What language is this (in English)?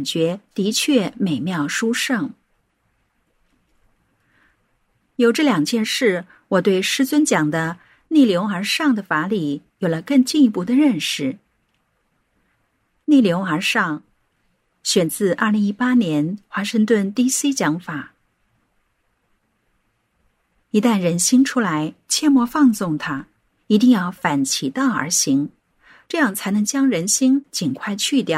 Chinese